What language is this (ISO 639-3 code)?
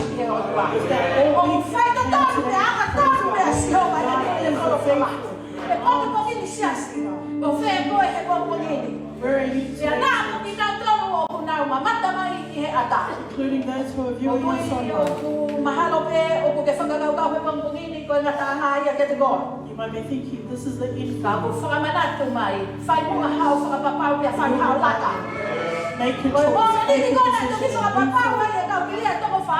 ton